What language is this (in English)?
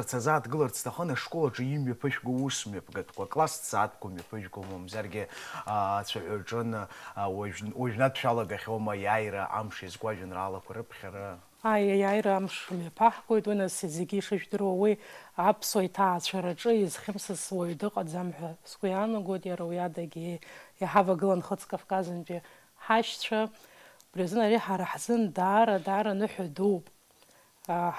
Abkhazian